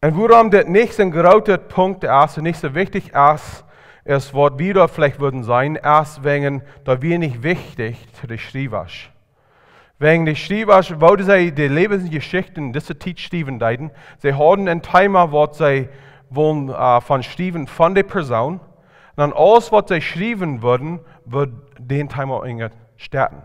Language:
Plautdietsch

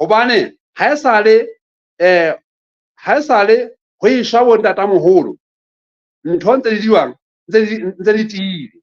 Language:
Southern Sotho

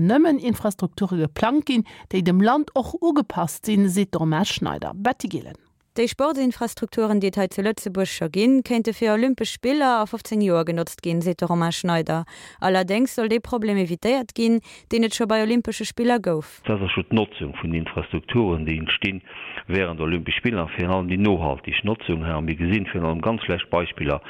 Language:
Luxembourgish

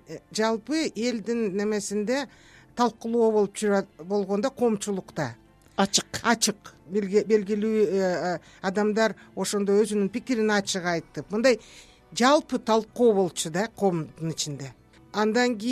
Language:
Kyrgyz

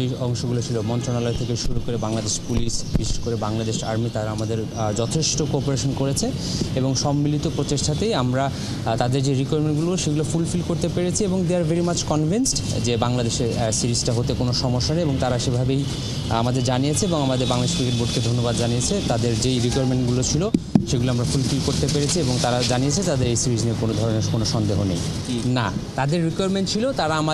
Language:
Bangla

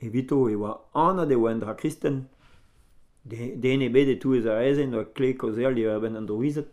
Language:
Breton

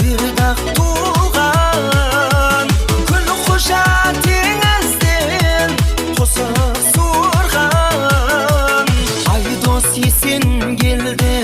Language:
Kara-Kalpak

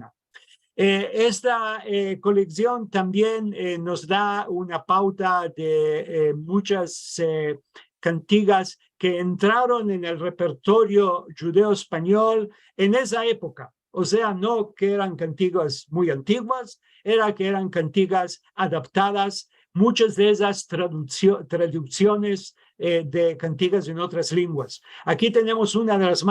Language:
Ladino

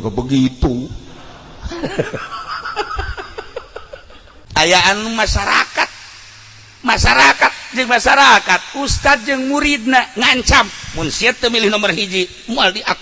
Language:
Sundanese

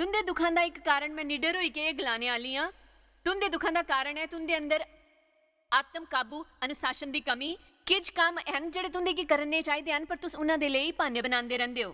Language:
Dogri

